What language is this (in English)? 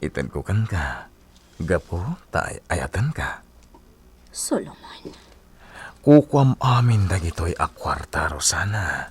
Iloko